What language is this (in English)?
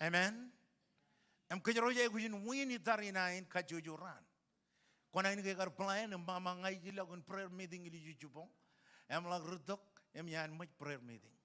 Marshallese